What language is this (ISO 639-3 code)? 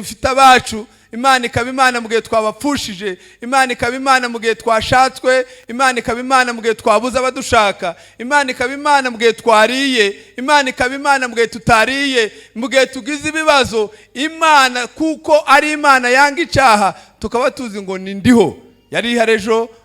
kin